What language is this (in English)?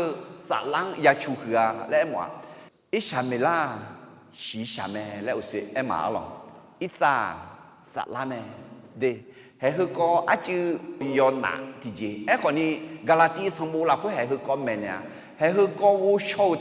Akha